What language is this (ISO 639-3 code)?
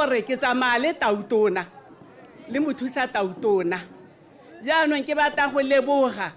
tsn